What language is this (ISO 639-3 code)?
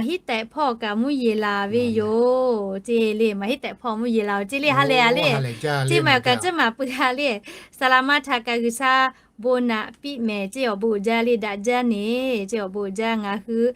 lhu